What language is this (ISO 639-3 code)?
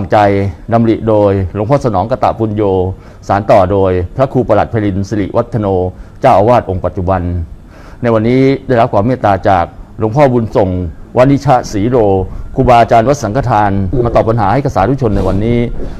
tha